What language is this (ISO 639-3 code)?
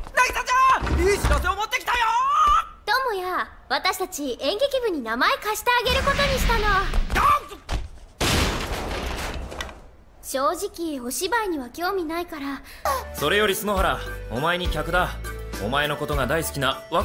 jpn